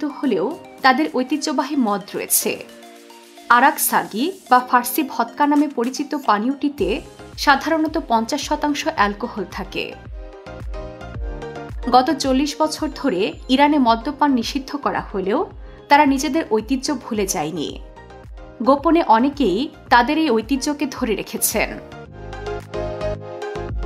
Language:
Bangla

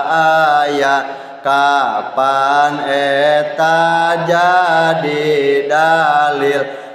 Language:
Sundanese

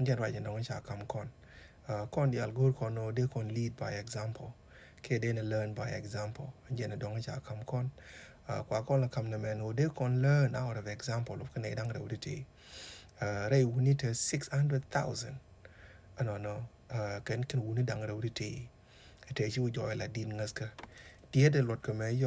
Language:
Nuer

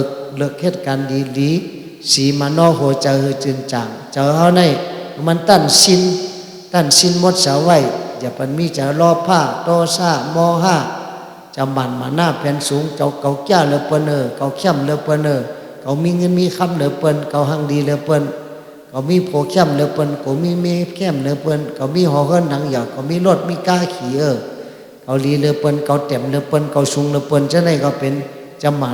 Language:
Shan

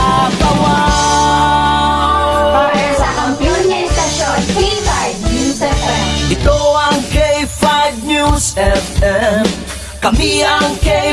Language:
Hiligaynon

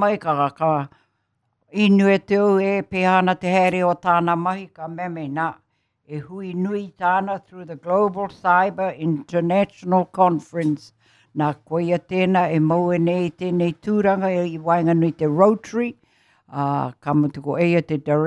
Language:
Māori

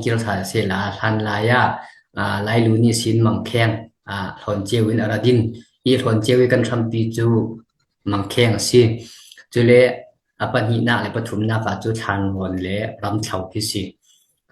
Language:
Falam Chin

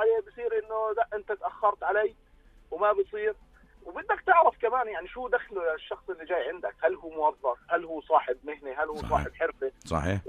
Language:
North Levantine Arabic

